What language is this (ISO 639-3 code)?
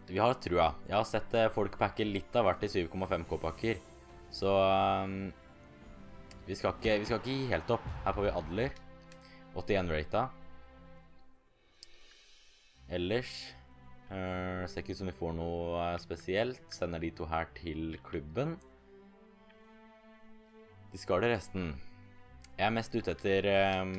nor